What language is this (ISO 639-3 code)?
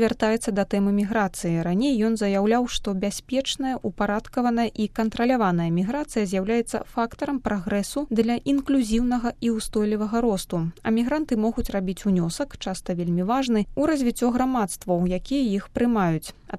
bel